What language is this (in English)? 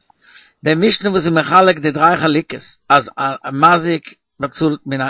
Yiddish